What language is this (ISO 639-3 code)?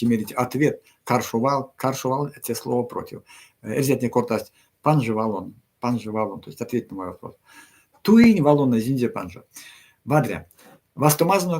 myv